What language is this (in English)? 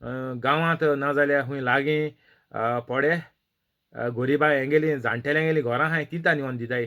Konkani